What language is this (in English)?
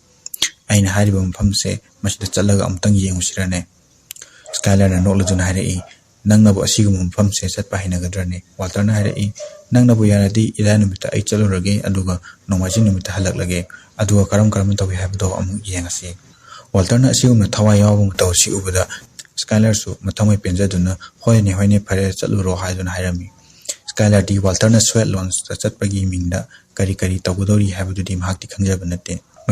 Manipuri